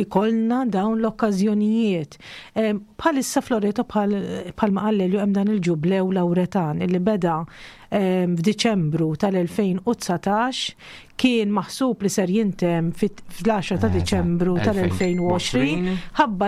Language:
Maltese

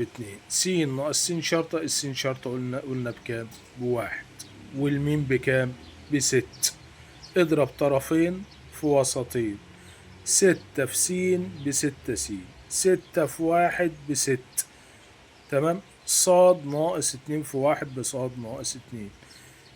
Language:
Egyptian Arabic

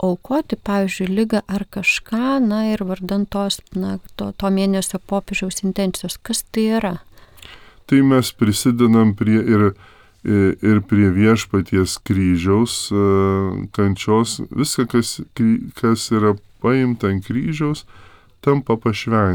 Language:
Lithuanian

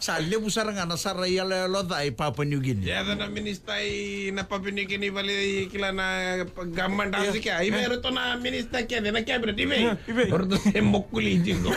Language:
Fijian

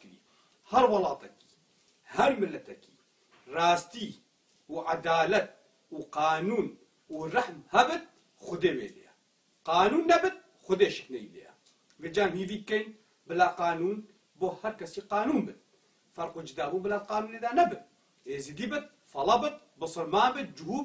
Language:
Kurdish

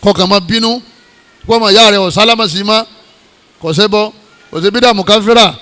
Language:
Yoruba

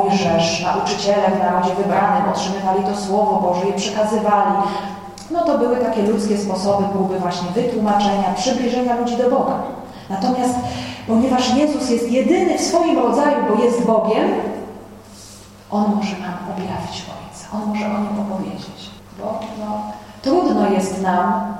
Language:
Polish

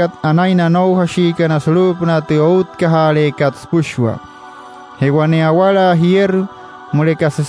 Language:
Wayuu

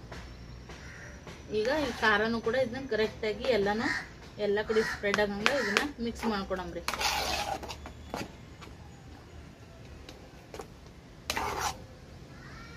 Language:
Kannada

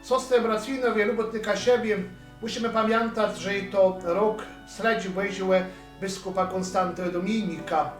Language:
Kashubian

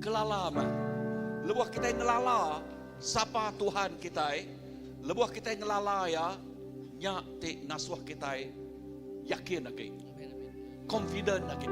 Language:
Iban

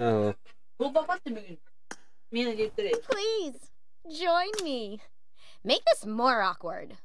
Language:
Yakut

